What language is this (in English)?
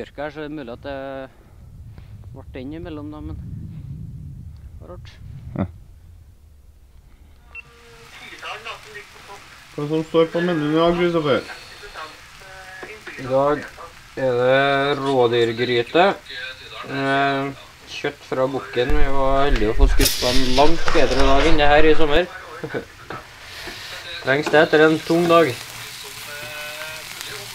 Norwegian